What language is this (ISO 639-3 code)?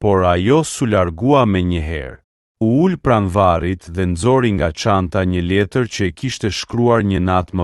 sqi